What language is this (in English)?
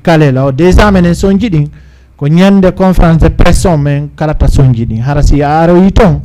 Fula